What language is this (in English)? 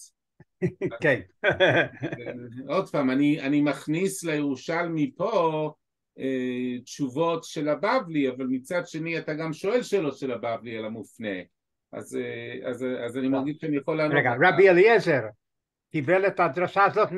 Hebrew